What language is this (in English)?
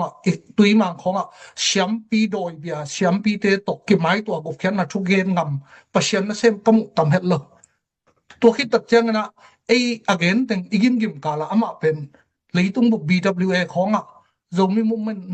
Tedim Chin